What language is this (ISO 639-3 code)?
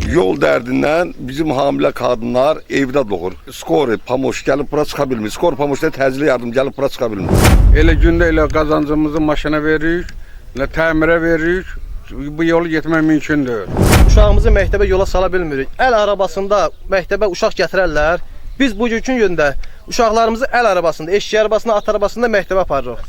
aze